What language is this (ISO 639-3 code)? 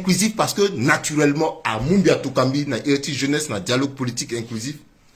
sag